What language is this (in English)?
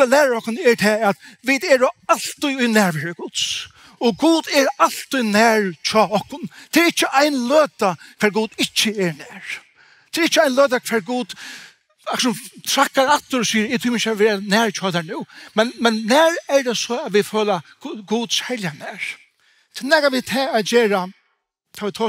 Faroese